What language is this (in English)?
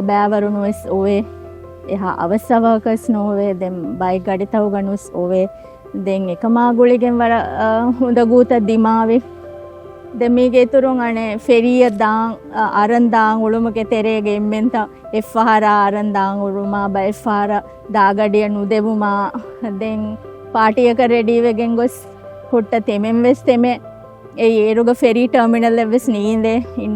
Divehi